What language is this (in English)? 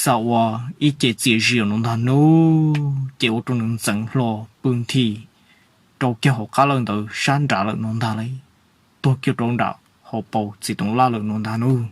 Hmong